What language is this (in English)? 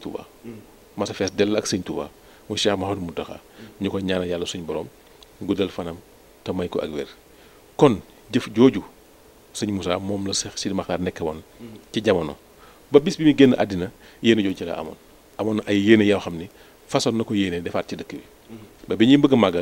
Wolof